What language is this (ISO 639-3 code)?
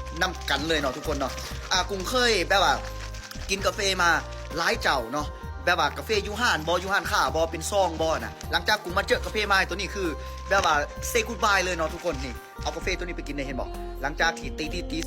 lao